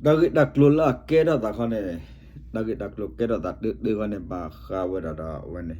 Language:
S'gaw Karen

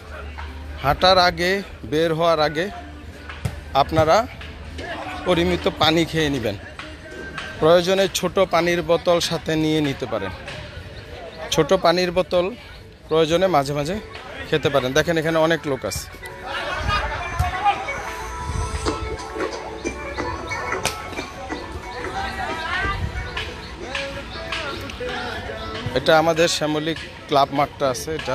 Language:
Bangla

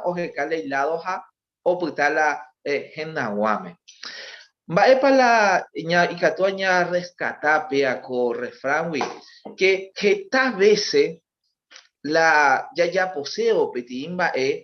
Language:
Guarani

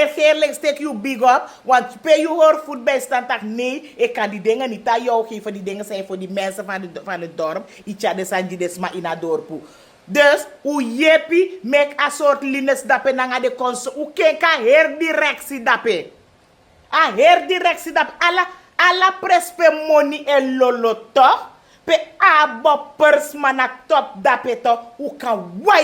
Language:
Sranan Tongo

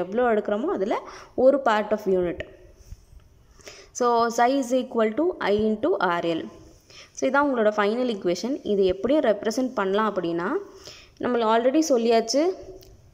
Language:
Tamil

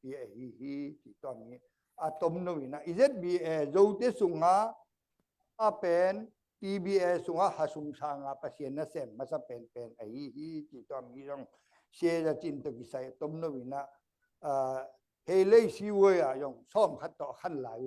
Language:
Tedim Chin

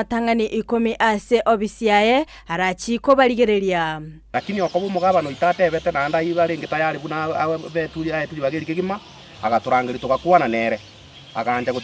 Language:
Gusii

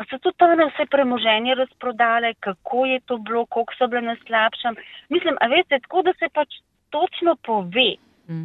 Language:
Slovenian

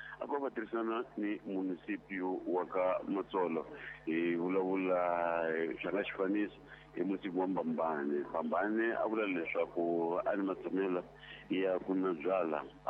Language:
Tsonga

